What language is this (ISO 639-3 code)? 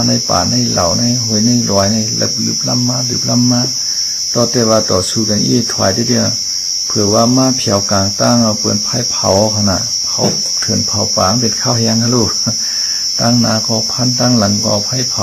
shn